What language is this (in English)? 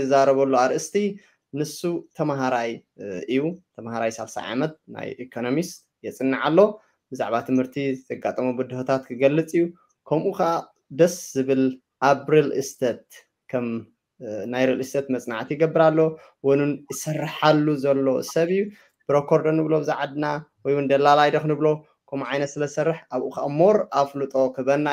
Tigrinya